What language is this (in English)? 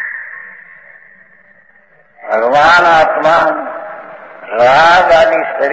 Gujarati